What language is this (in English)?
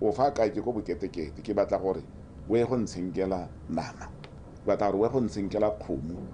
Tswana